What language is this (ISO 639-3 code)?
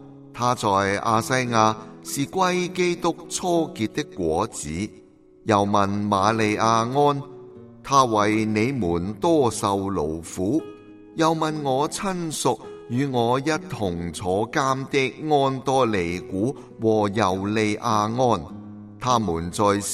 yue